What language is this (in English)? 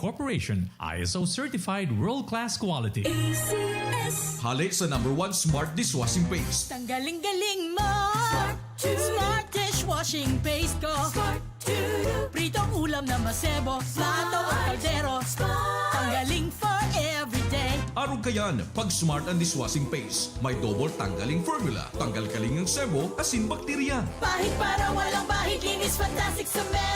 Bikol